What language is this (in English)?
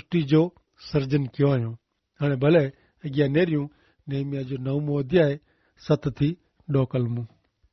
Kachhi